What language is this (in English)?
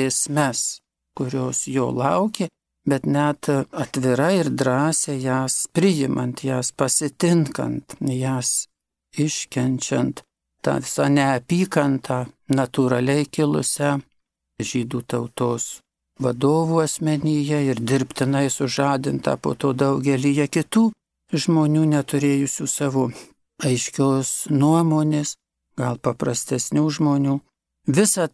Lithuanian